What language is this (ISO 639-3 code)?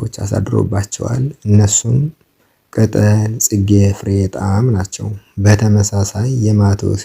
amh